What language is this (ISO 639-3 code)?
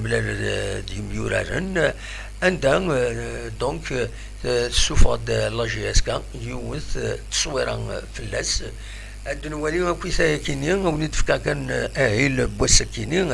kab